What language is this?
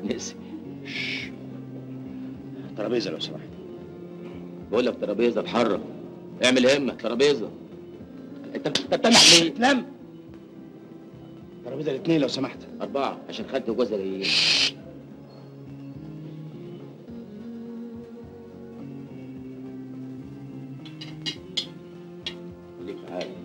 Egyptian Arabic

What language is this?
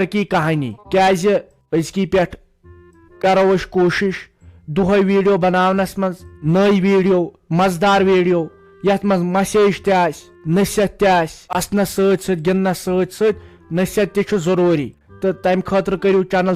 Kashmiri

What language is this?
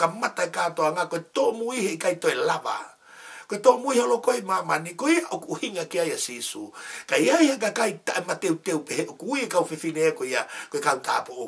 Tongan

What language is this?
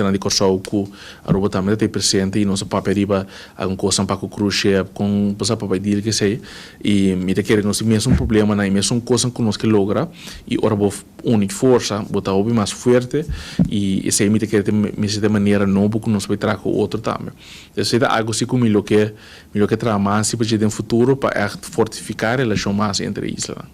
Papiamento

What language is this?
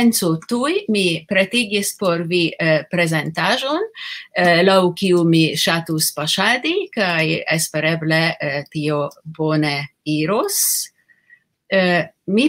Esperanto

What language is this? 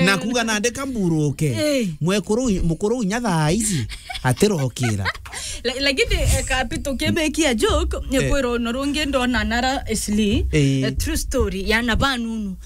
Meru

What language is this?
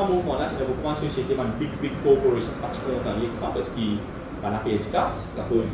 Morisyen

